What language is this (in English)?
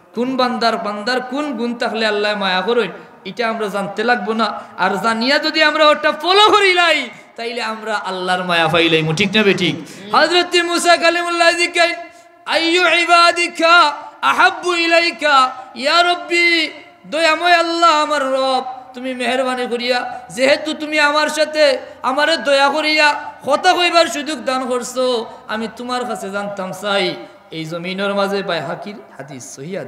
Sylheti